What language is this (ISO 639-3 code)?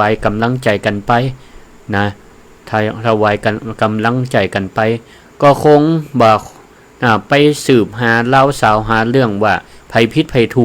nod